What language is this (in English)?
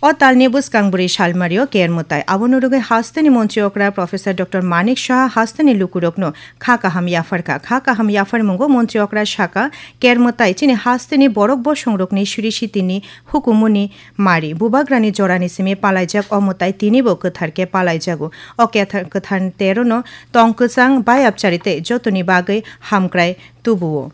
Kok Borok